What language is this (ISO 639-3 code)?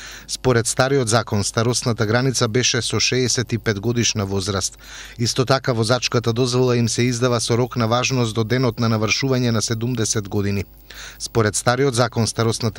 mkd